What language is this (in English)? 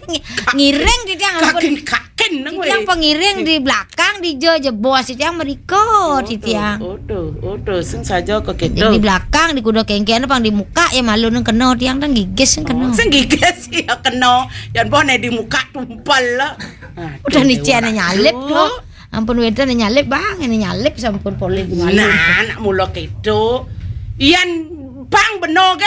Balinese